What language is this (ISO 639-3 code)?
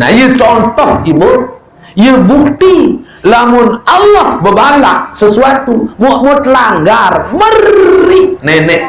sas